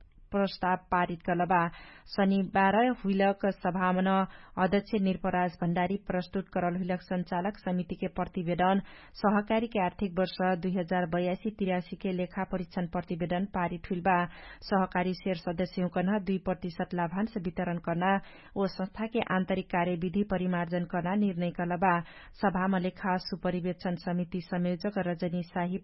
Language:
Dangaura Tharu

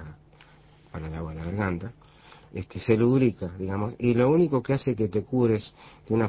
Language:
Spanish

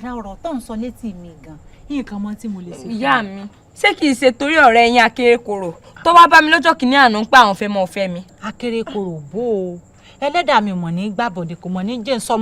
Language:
Yoruba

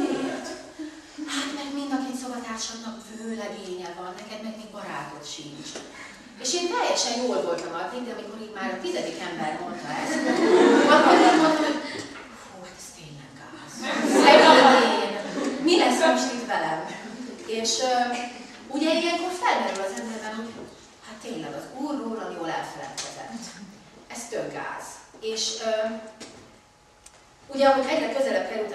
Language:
Hungarian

